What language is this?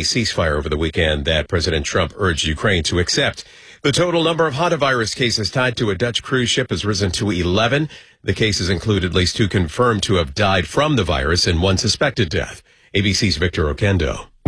English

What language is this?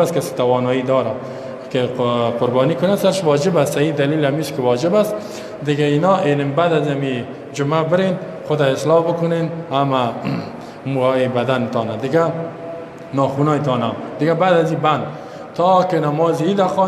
Persian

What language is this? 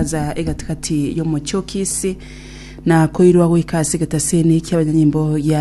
Gusii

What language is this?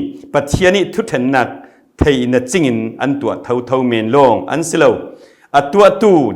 Falam Chin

